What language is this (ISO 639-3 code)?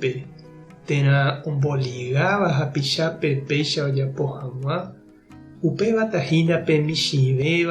grn